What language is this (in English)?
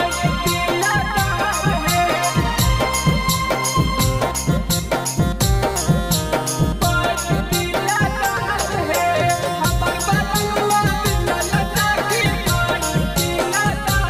Bhojpuri